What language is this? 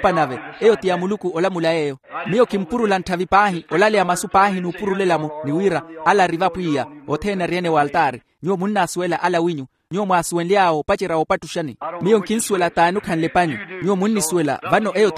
Makhuwa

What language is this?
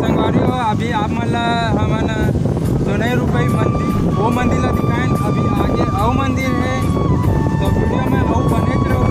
Chhattisgarhi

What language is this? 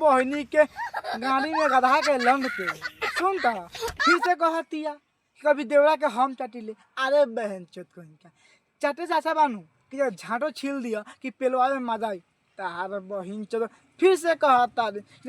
Bhojpuri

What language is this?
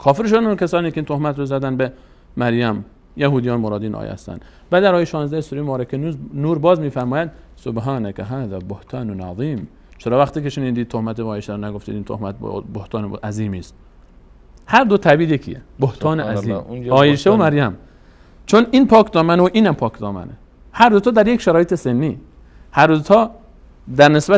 Persian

